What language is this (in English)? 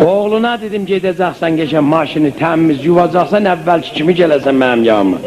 South Azerbaijani